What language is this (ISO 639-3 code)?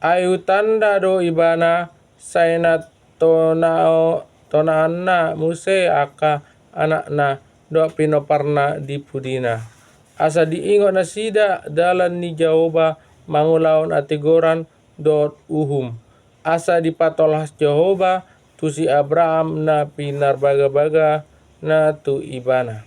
bbc